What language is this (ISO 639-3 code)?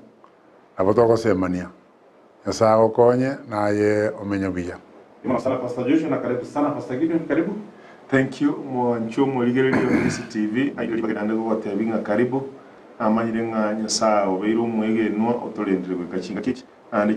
guz